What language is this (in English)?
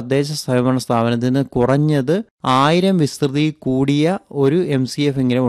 Malayalam